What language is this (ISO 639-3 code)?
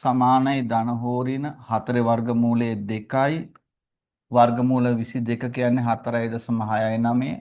sin